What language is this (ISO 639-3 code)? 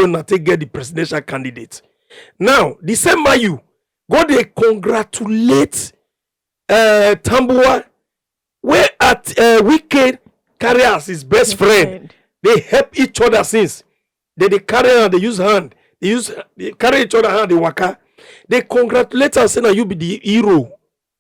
pcm